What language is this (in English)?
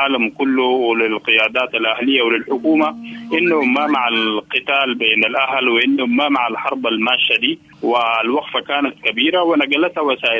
Sudanese Arabic